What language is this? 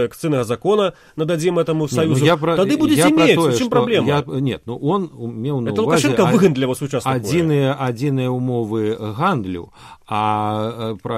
Belarusian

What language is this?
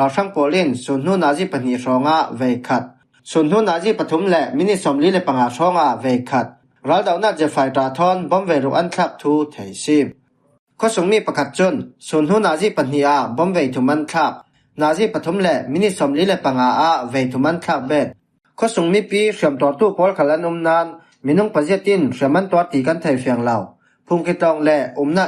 Falam Chin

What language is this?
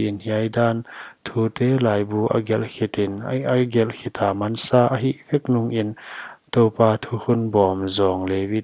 Paite Chin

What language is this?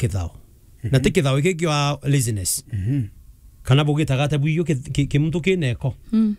Meru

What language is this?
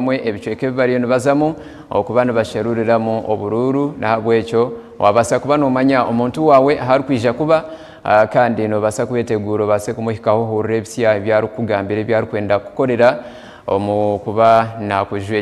Nyankole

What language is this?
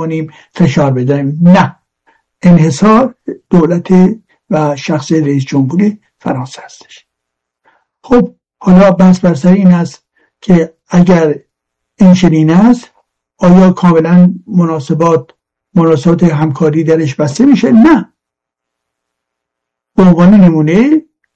Persian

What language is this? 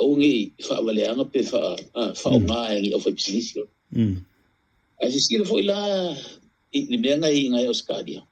Samoan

